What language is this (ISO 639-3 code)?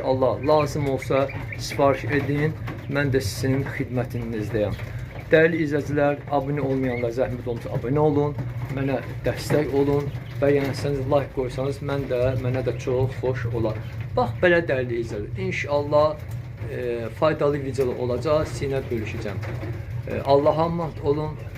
aze